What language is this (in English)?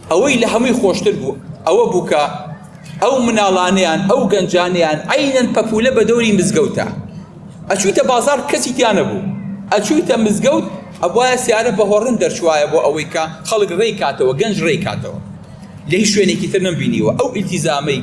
Central Kurdish